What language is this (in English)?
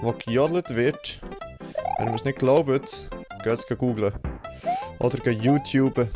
Swiss German